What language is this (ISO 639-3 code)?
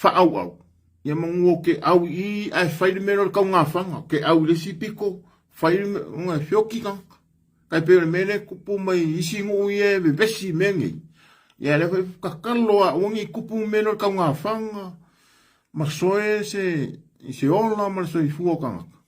smo